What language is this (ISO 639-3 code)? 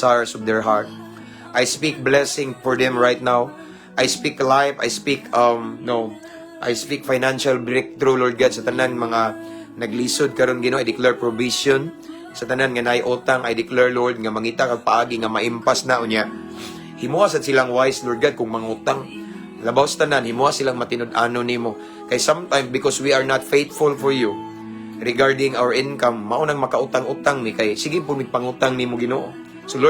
ceb